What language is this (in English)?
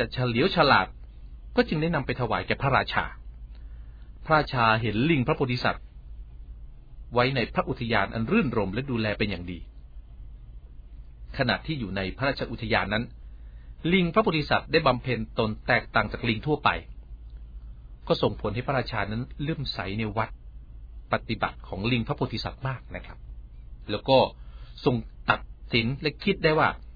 Thai